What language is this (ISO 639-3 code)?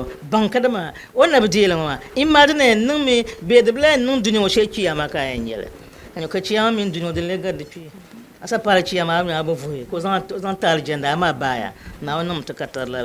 dag